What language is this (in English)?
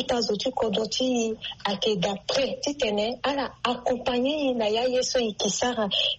Sango